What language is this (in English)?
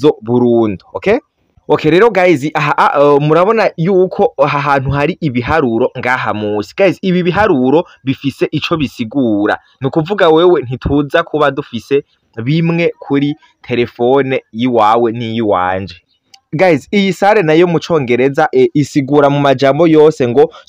Rundi